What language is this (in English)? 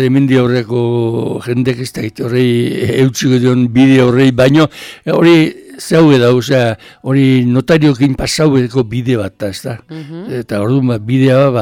Basque